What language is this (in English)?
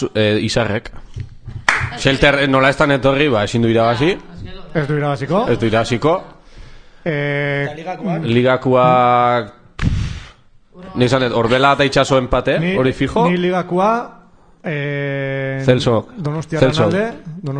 Basque